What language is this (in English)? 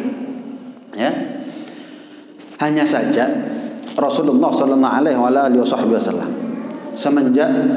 Indonesian